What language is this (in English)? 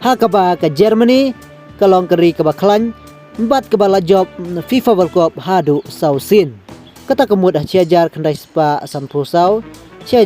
Khasi